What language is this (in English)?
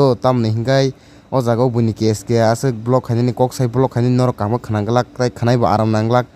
Kok Borok